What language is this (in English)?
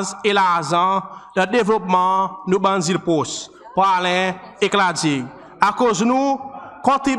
Seselwa Creole French